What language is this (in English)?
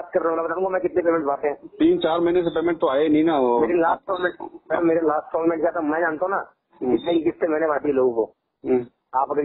Hindi